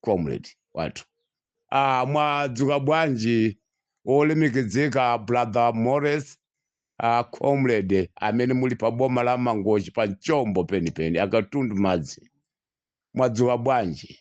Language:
Nyanja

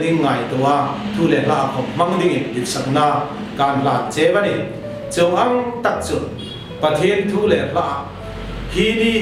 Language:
Hmar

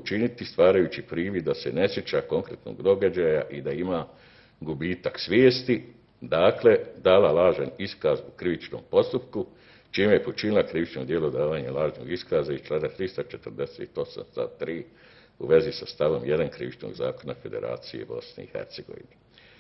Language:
Bosnian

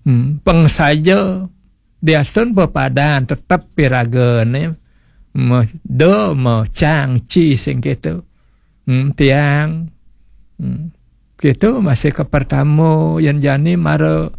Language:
Balinese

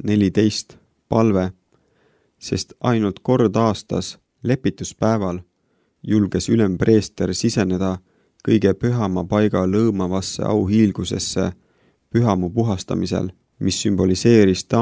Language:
Estonian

